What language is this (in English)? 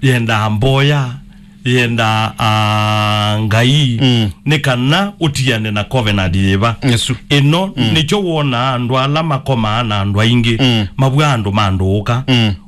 Kamba